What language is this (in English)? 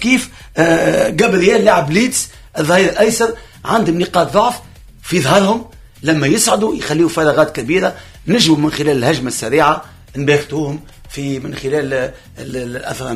Tunisian Arabic